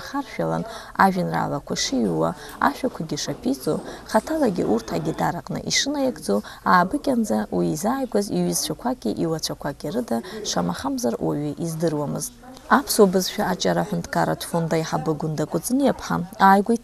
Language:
Abkhazian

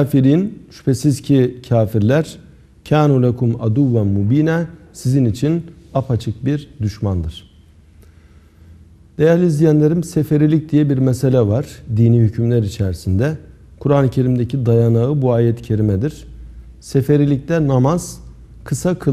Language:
Turkish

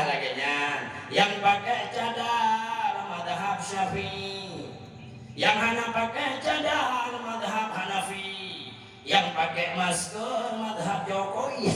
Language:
Achinese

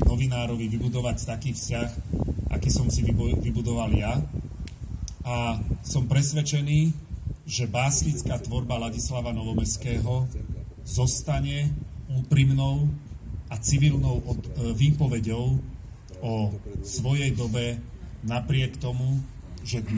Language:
Slovak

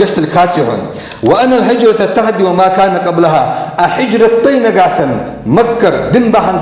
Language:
Ingush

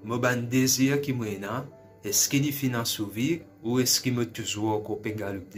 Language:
Morisyen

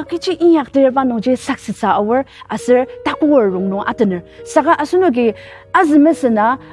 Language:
Ao Naga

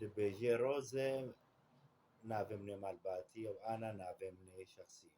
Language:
Kurdish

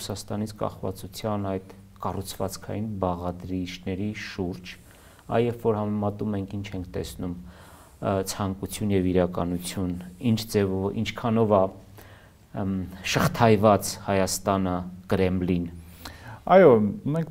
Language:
Armenian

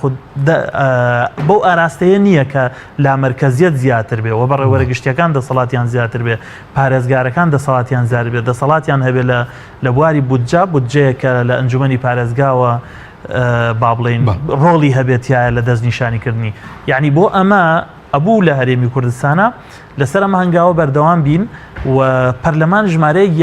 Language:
Central Kurdish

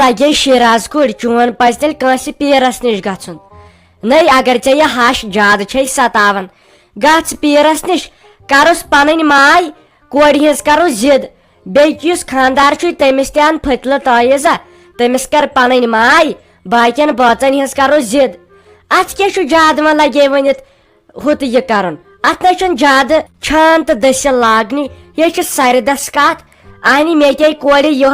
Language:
Kashmiri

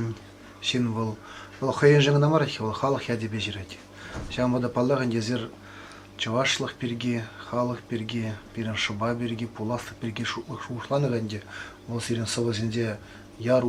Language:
Chuvash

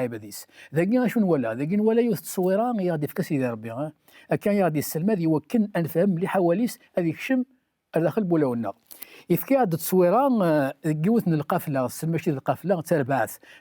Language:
Kabyle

